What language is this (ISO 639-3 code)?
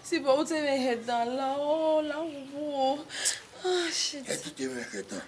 bin